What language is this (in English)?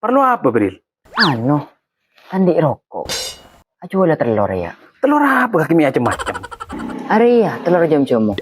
Madurese